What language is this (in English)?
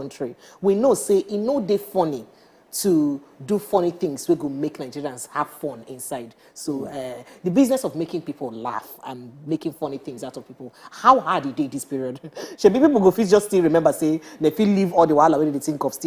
Nigerian Pidgin